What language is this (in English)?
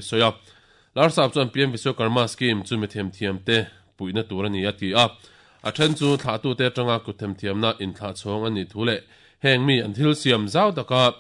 Mizo